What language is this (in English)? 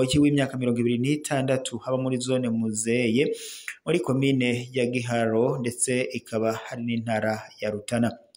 Rundi